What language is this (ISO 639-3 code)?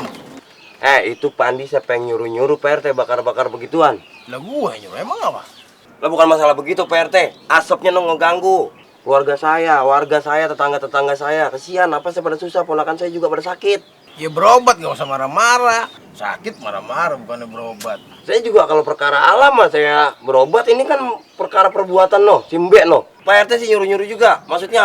bew